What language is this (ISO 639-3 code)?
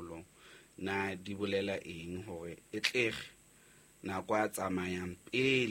sot